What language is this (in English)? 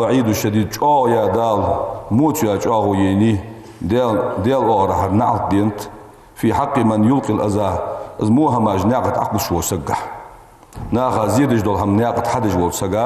Ingush